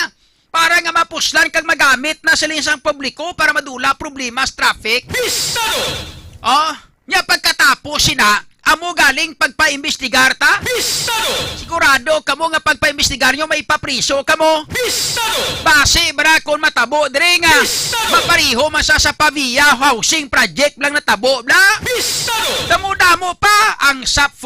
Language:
Hiligaynon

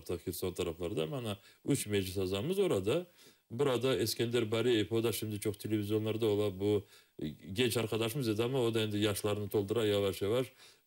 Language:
Crimean Tatar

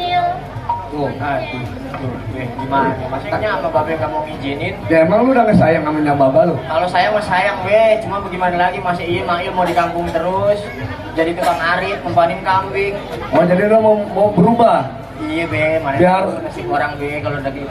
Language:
Betawi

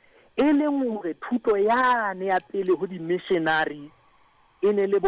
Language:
Southern Sotho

